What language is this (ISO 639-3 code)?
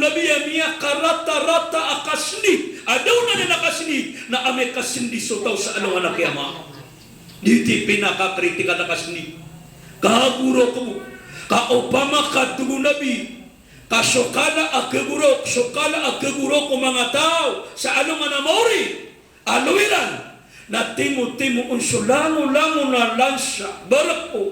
mrw